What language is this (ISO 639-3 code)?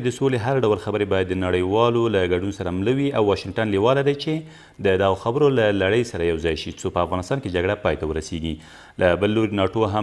pus